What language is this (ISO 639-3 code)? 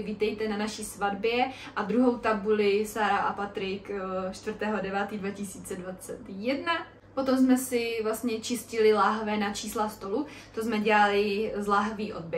ces